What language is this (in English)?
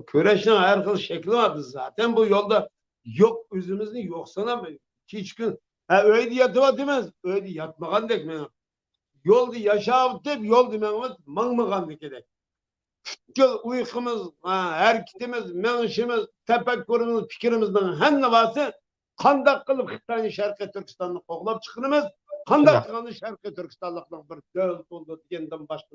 Uyghur